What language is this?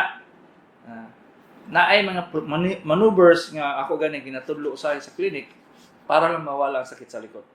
Cebuano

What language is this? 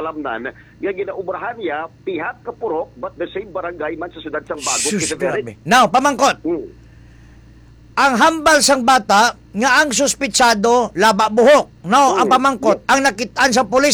Hiligaynon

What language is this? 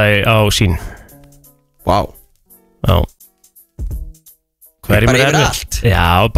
Icelandic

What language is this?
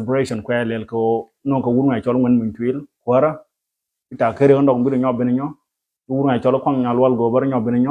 Nuer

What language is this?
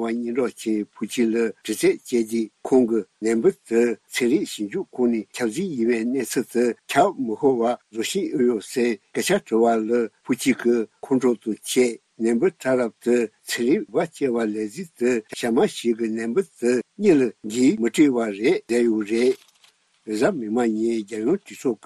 Tibetan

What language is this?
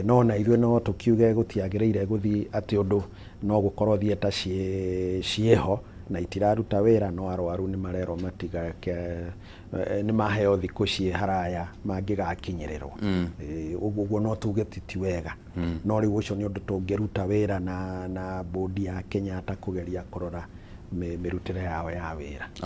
Kikuyu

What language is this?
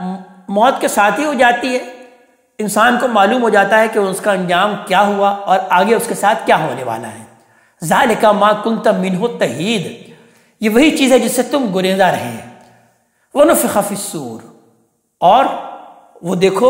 Urdu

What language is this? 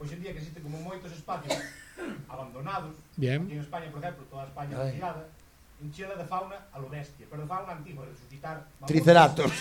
Galician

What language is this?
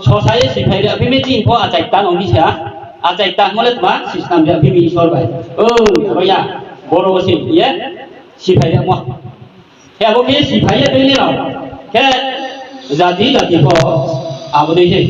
Riang (India)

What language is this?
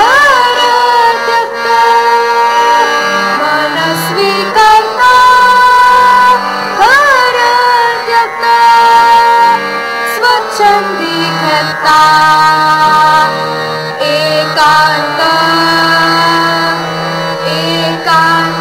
Marathi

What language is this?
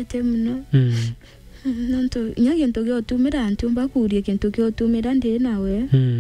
Meru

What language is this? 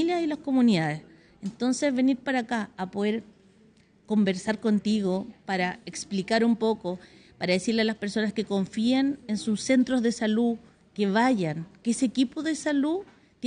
Spanish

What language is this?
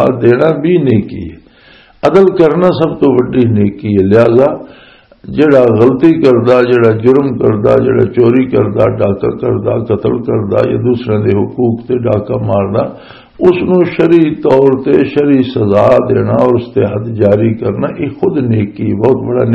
Western Panjabi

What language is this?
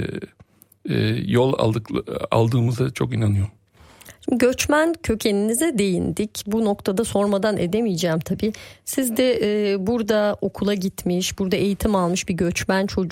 Turkish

